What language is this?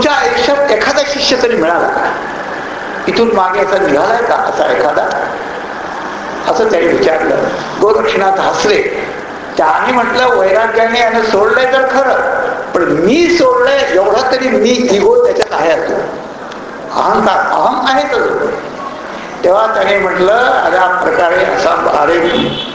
Marathi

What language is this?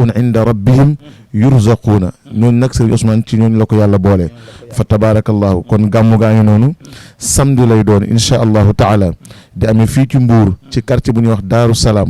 Wolof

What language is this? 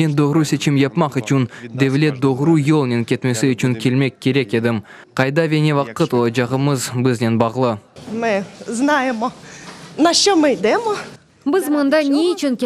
Crimean Tatar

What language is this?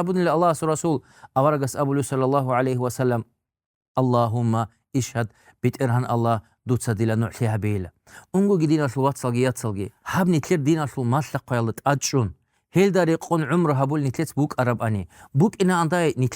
Avaric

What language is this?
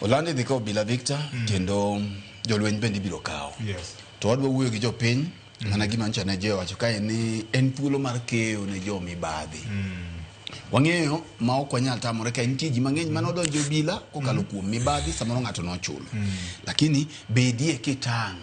Luo (Kenya and Tanzania)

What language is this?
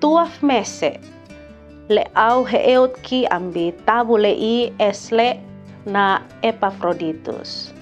Kupang Malay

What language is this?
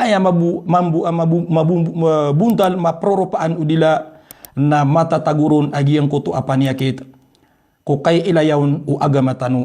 Maranao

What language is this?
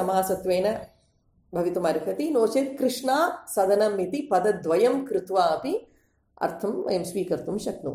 Sanskrit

